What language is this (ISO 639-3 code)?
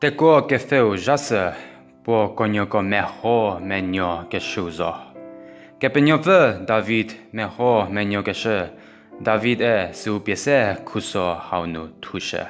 njm